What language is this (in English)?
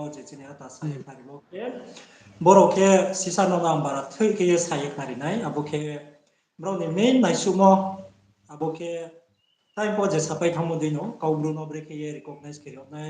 Riang (India)